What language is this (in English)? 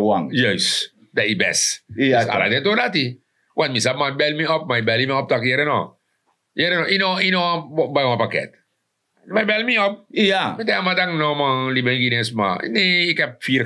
Sranan Tongo